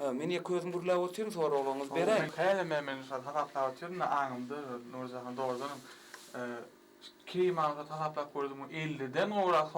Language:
Turkmen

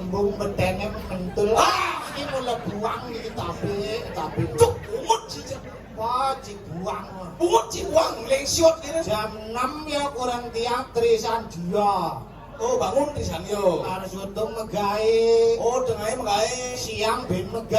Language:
Balinese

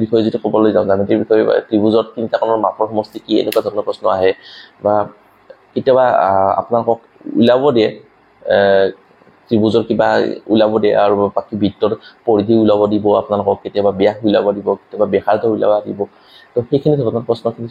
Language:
Assamese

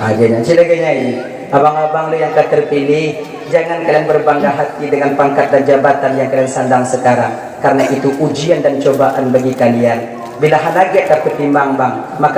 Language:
Achinese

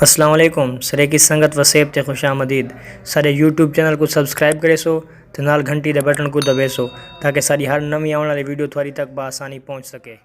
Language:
Saraiki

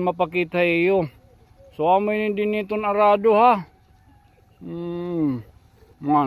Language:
Waray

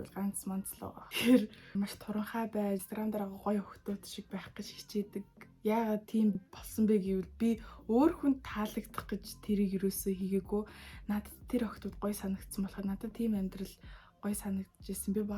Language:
Mongolian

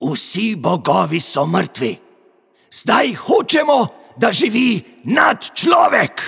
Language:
Slovenian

